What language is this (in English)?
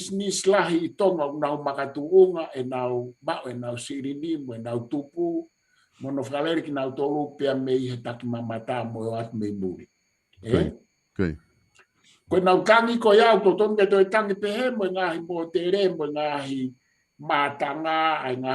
Tongan